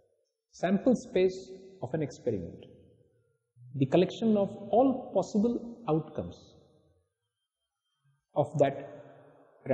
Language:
Hindi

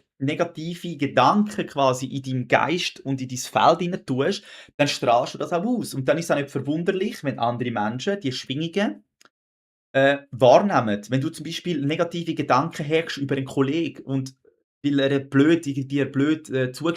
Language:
Swiss German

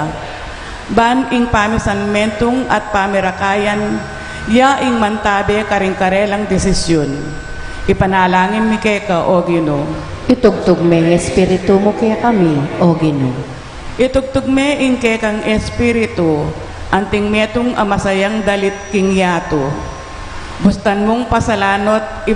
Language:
Pampanga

